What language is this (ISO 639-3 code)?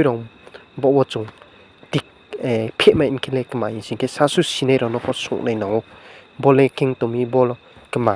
ria